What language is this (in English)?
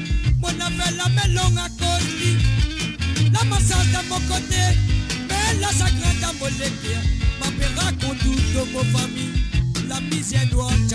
Morisyen